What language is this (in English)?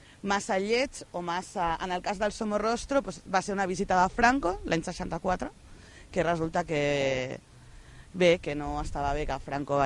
Catalan